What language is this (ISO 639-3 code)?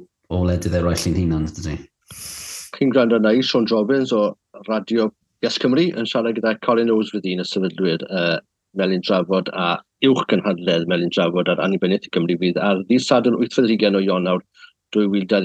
cym